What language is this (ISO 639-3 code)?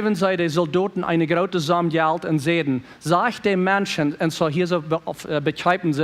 pdt